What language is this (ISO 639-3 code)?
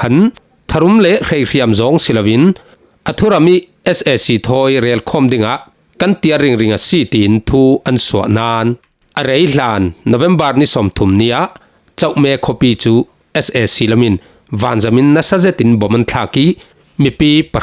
cfm